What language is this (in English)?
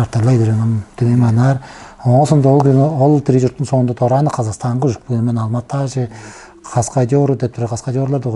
Tuvinian